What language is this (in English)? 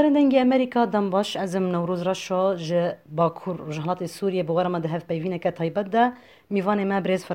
Kurdish